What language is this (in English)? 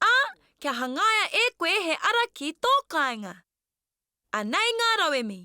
Māori